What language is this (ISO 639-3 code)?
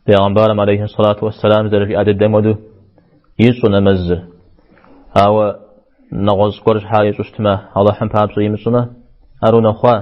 kbd